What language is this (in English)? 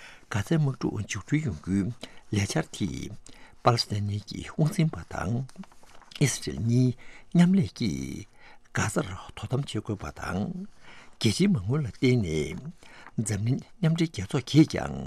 Tibetan